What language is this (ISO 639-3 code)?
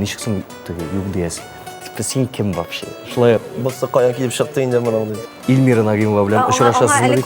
tat